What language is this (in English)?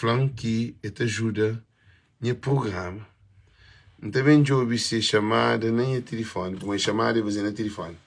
Kabuverdianu